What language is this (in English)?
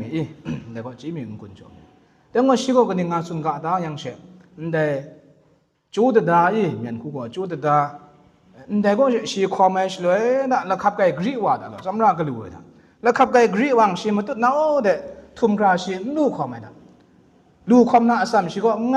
Kachin